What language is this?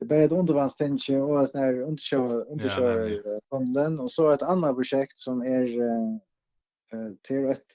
Faroese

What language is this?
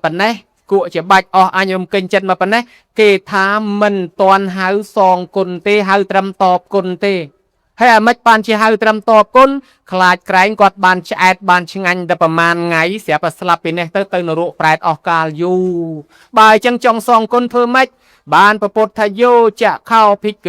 Khmer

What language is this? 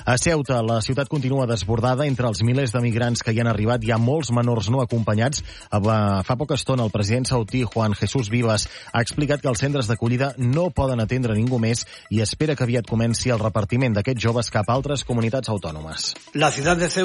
Catalan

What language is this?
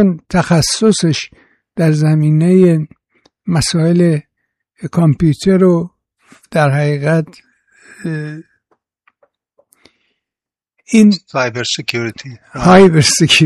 Persian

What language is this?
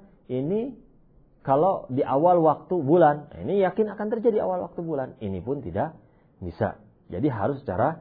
Indonesian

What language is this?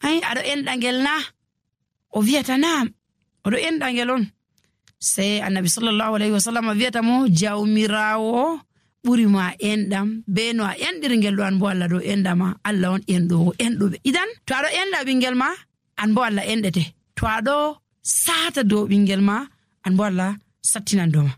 Fula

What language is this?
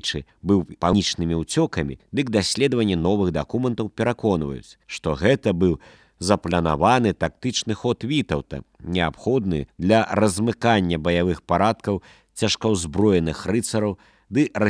Belarusian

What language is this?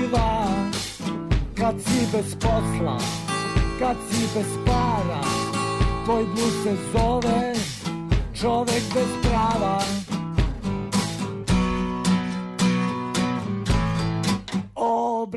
Serbian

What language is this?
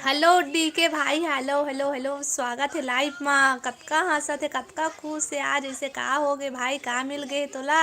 Chhattisgarhi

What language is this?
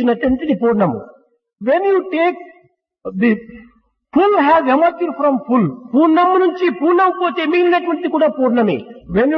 Telugu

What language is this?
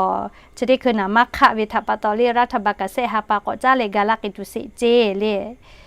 Lahu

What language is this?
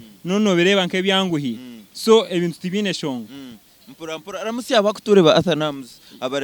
Nyankole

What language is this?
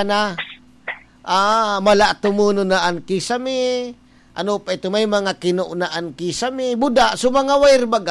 Bikol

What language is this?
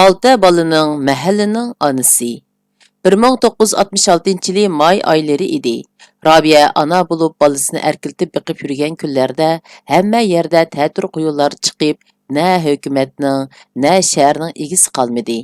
Uyghur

